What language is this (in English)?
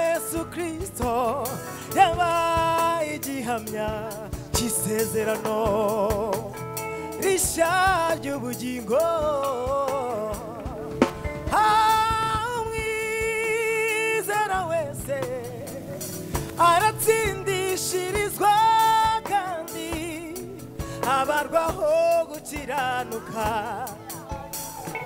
Kinyarwanda